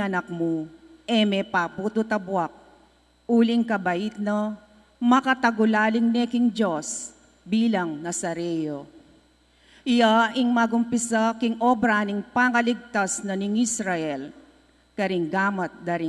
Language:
Pampanga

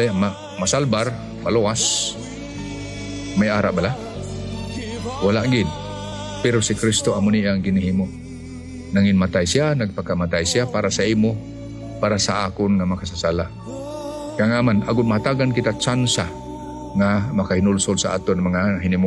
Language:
Hiligaynon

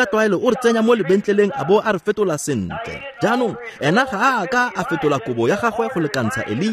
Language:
Tswana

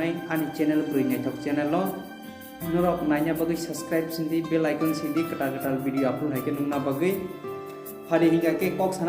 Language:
Kok Borok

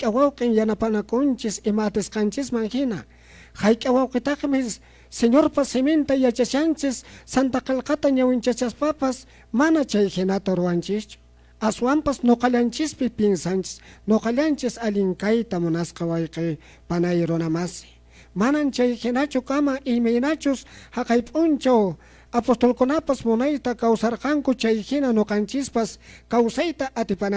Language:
Quechua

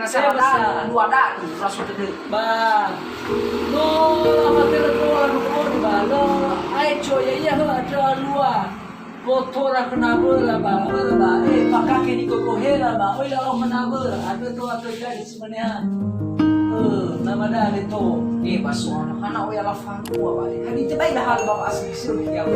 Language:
Nias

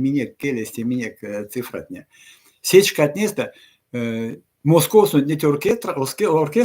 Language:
Erzya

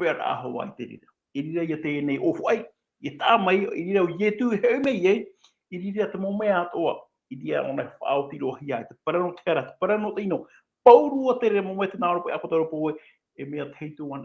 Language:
Tahitian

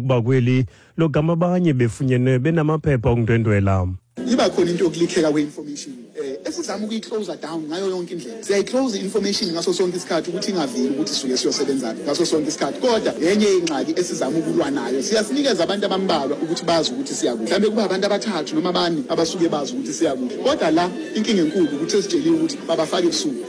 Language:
Xhosa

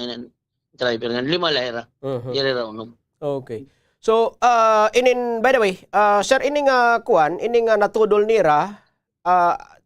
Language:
Waray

